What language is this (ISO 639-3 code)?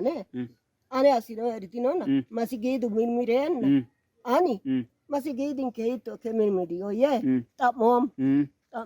sid